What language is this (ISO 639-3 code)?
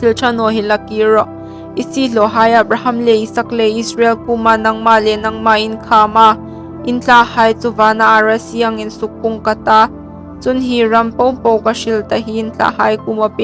hmr